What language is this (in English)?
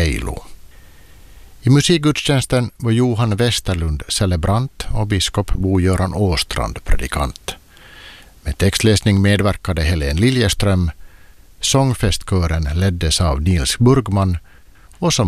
Swedish